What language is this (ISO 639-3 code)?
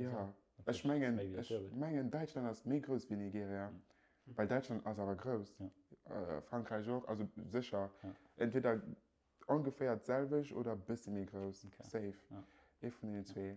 ltz